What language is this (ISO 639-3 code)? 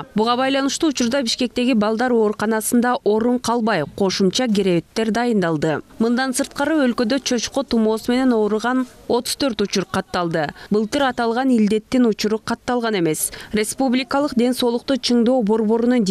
kir